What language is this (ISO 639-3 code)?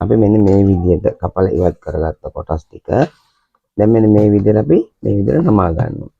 sin